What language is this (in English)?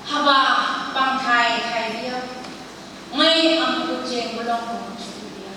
Phom Naga